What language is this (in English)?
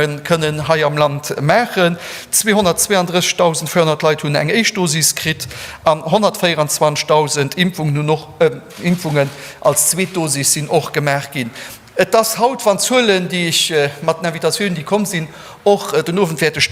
Luxembourgish